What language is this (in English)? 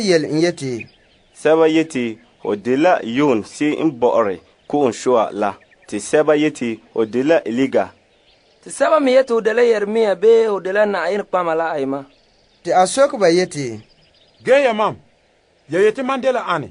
Frafra